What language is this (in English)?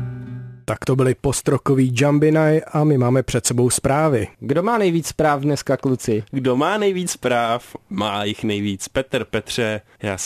Czech